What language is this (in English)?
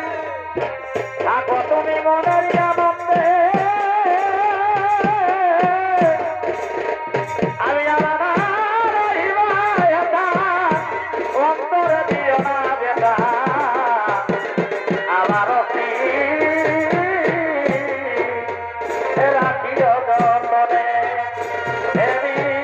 Bangla